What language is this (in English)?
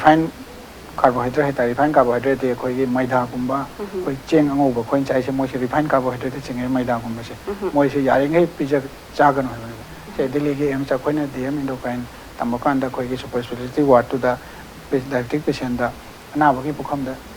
Manipuri